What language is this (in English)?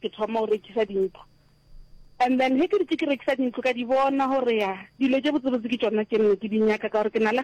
Northern Sotho